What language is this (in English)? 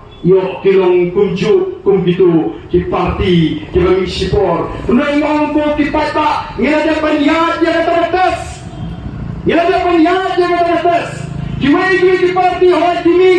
Khasi